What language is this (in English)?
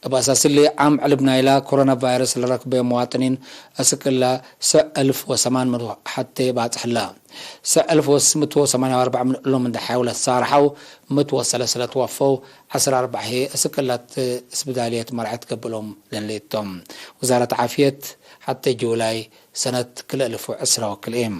Tigre